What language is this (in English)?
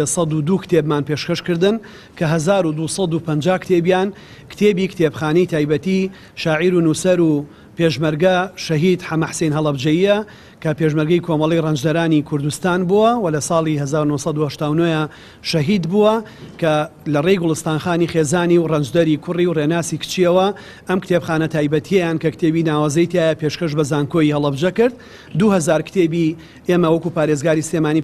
Central Kurdish